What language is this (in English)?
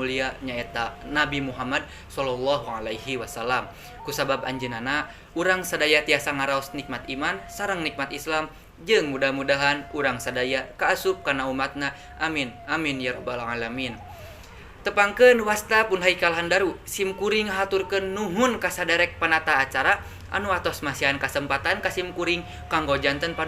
Sundanese